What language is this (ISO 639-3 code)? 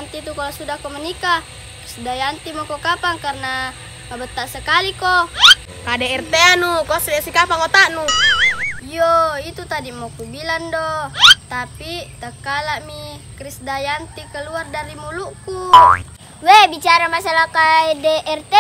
mfp